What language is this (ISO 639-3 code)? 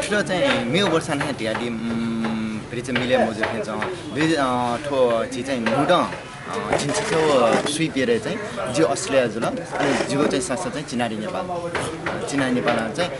new